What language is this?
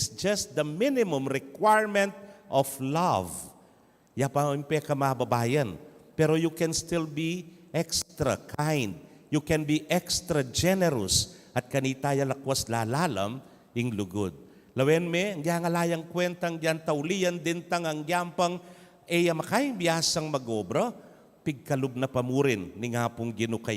Pampanga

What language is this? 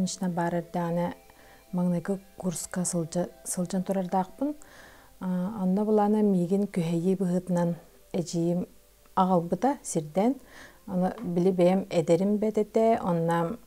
Yakut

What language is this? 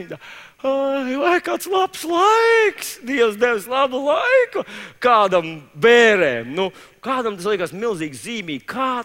Latvian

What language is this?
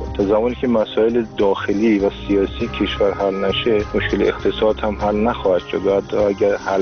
Persian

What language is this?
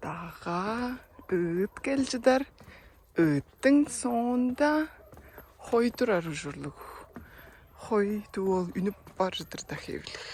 Tuvinian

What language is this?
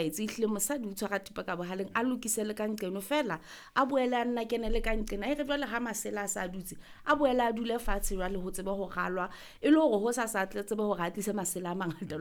Southern Sotho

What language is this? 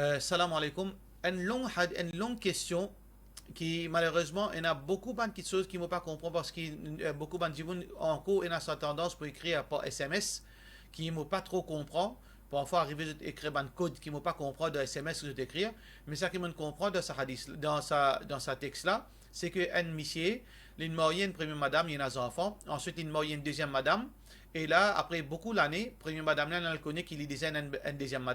Morisyen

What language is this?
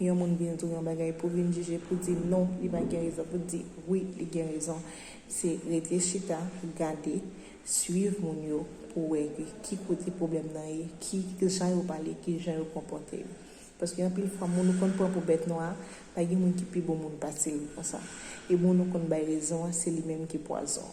Haitian Creole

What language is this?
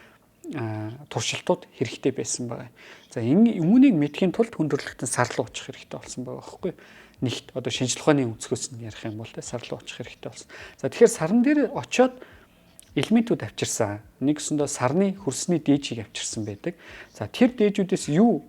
Mongolian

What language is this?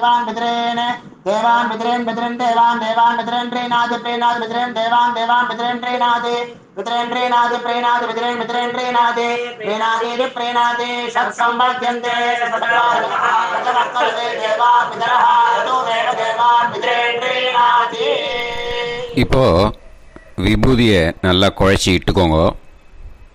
Tamil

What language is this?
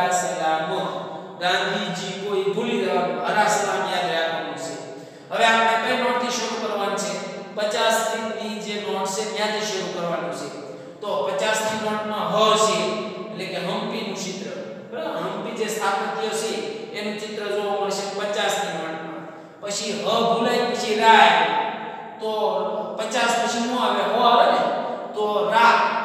Gujarati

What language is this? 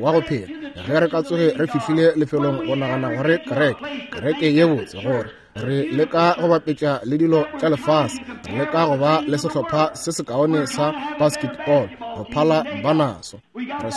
Northern Sotho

